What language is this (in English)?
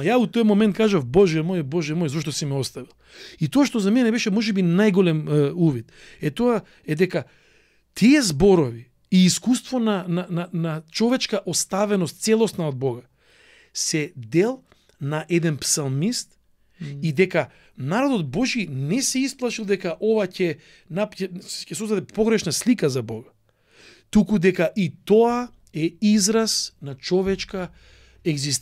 Macedonian